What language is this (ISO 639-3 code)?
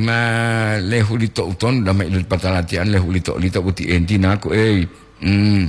gor